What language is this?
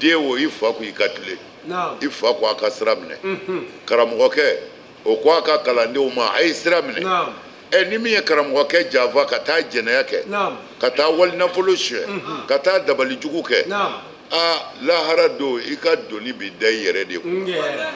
Bambara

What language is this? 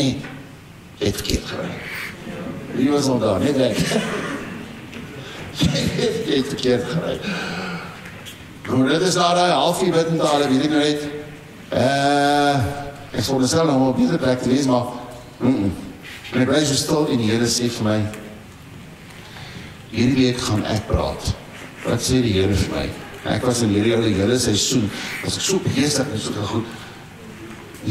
Afrikaans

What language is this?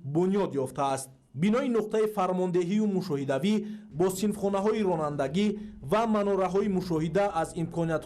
Tajik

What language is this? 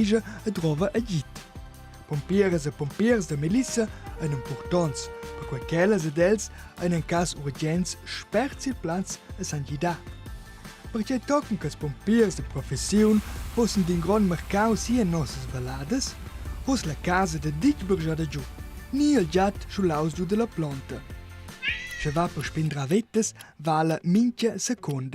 Romansh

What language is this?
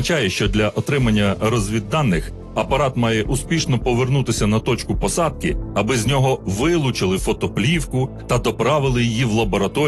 Ukrainian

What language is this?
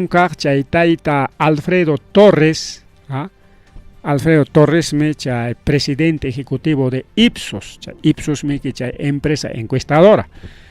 Ayacucho Quechua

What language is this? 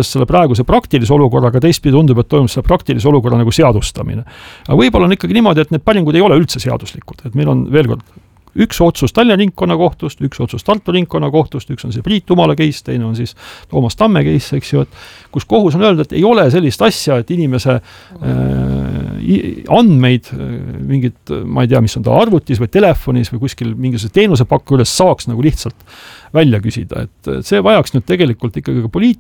Estonian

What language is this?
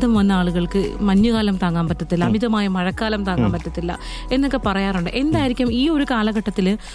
Malayalam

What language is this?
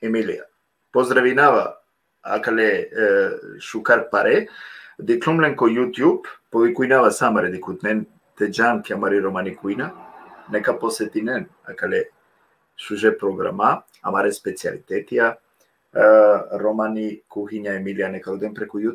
Balkan Romani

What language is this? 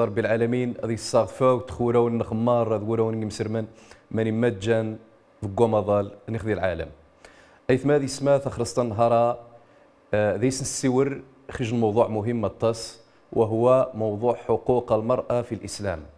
Riffian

